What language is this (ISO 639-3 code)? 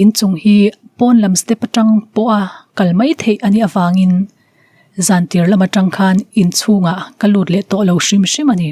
lus